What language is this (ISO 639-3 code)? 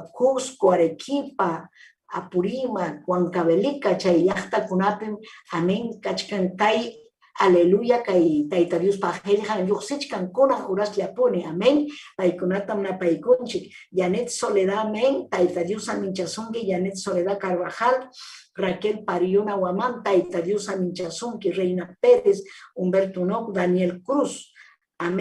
quy